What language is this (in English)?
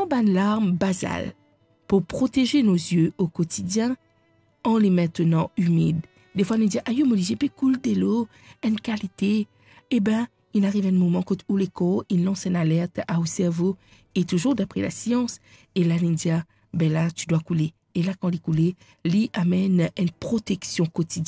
Morisyen